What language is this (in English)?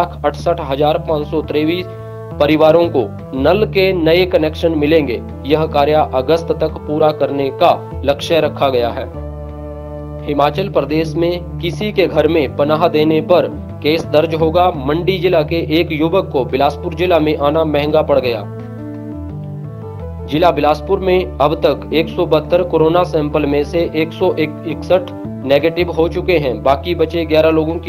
Hindi